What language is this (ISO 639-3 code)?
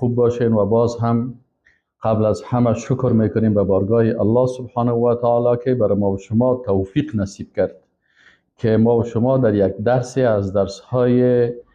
fas